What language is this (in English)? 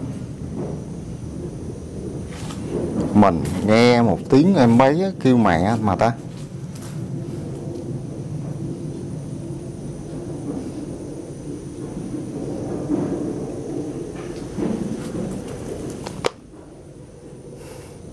Vietnamese